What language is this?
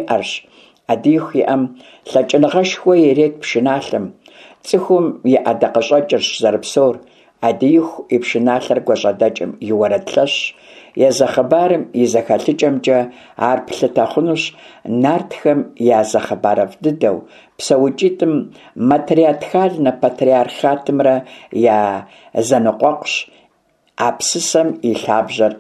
Kabardian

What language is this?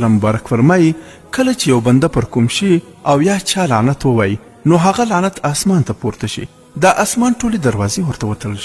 Pashto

